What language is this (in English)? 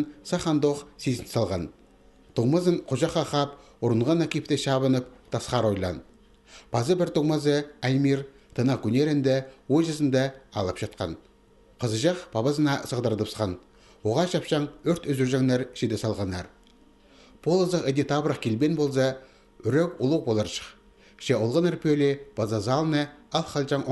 Khakas